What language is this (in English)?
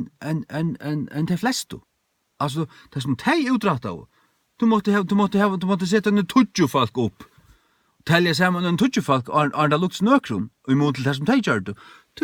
Faroese